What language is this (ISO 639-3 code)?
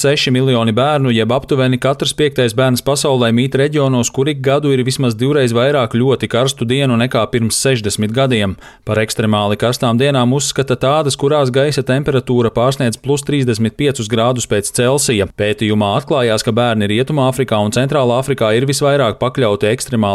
lav